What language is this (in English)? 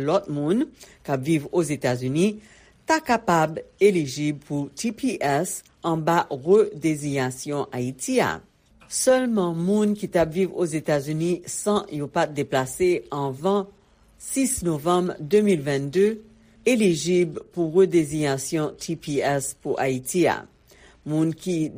Haitian Creole